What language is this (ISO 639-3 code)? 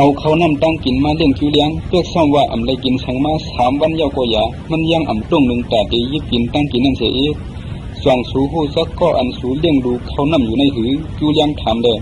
shn